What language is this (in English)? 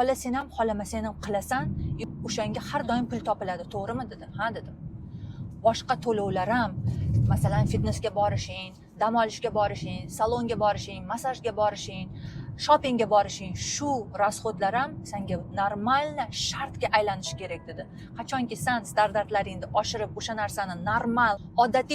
Uzbek